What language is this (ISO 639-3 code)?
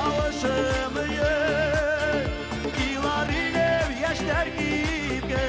bak